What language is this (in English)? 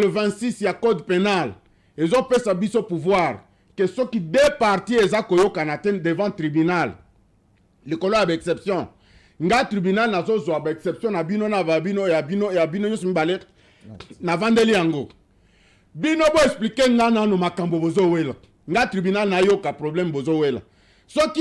Lingala